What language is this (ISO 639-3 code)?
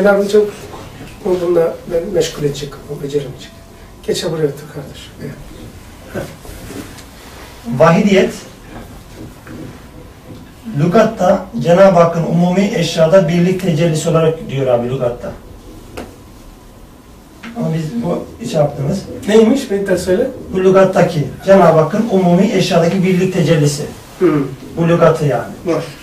tur